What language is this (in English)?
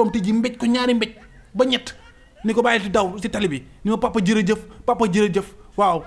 Wolof